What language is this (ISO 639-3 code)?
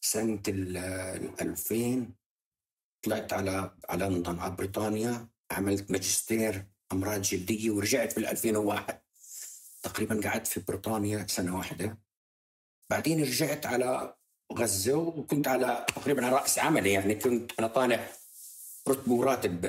apc